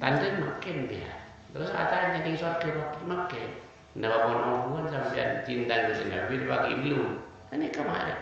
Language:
Madurese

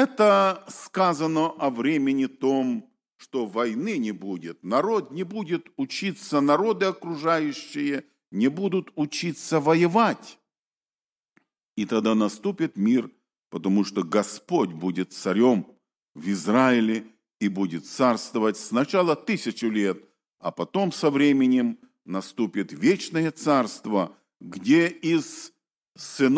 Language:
Russian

